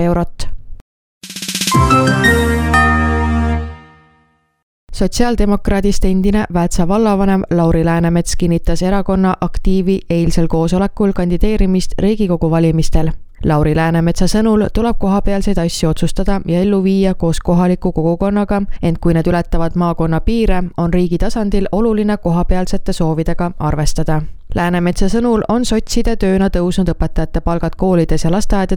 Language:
Estonian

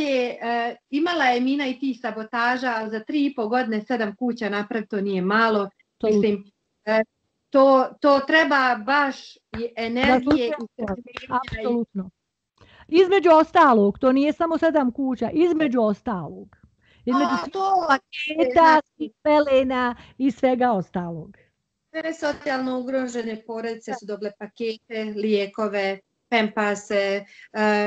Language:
Bosnian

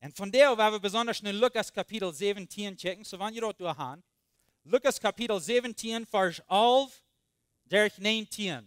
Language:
Plautdietsch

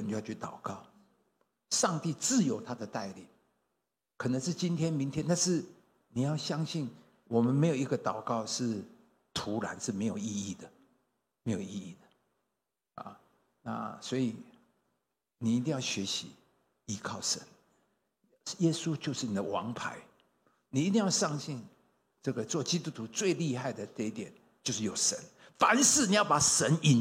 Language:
Chinese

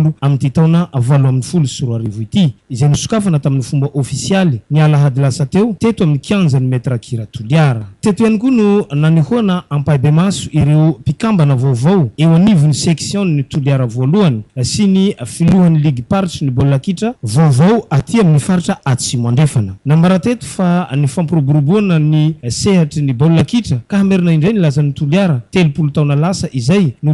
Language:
Malagasy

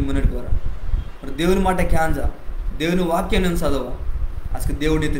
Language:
Koya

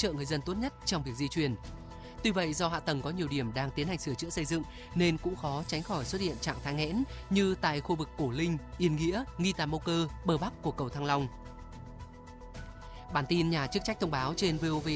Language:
Vietnamese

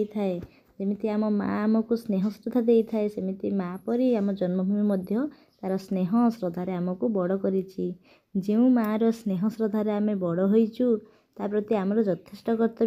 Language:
Odia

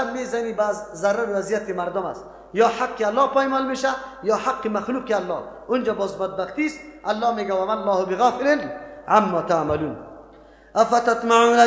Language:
Persian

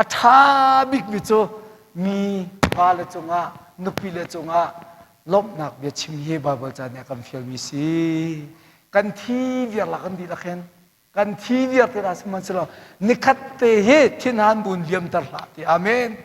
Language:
Hakha Chin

